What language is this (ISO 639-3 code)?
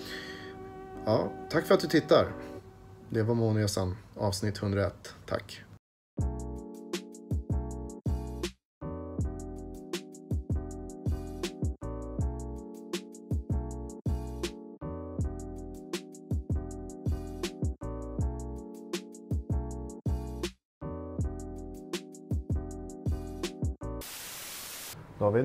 swe